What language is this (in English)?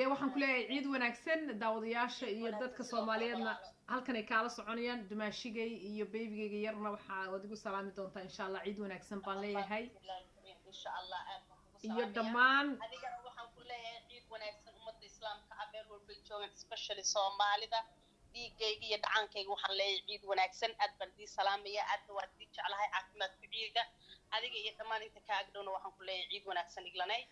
Somali